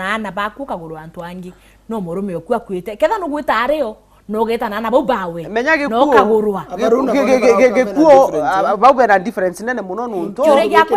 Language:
Meru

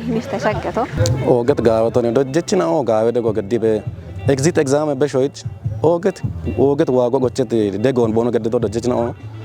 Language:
Kafa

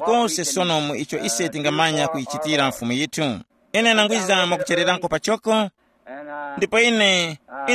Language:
Tumbuka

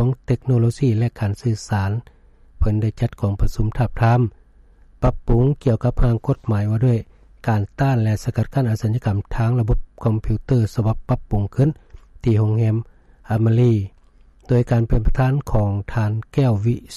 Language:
Lao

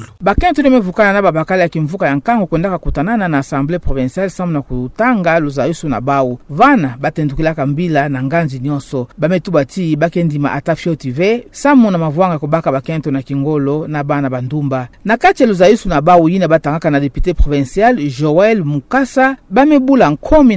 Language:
Kituba (Democratic Republic of Congo)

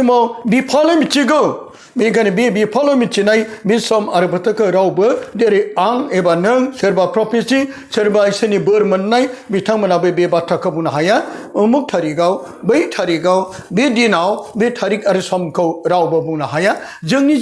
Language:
Bodo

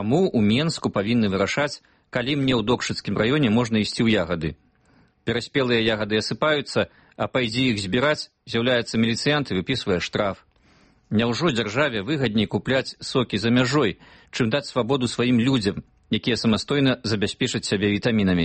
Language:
Belarusian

